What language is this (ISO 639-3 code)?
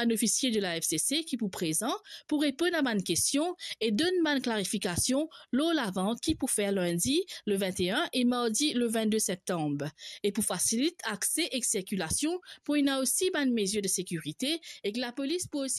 mfe